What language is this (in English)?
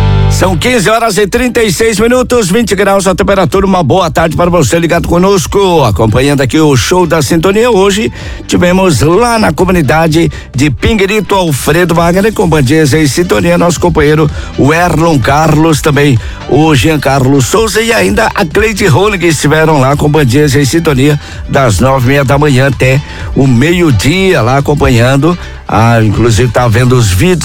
Portuguese